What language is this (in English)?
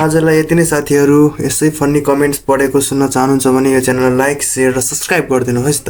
Nepali